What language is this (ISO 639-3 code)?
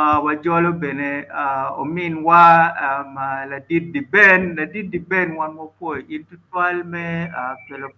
ach